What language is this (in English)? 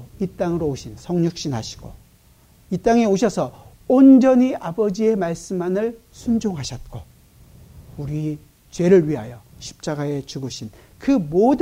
Korean